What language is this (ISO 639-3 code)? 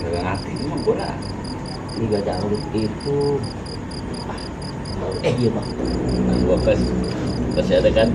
bew